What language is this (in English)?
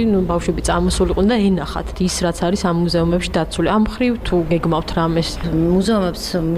Georgian